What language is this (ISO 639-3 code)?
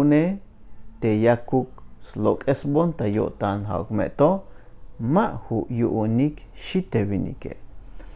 tzh